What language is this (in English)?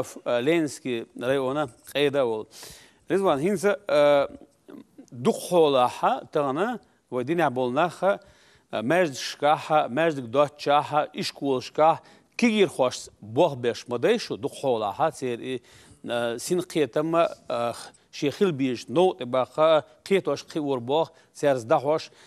Chechen